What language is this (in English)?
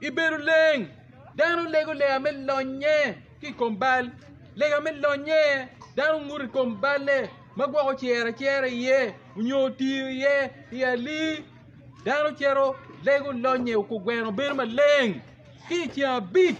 Acoli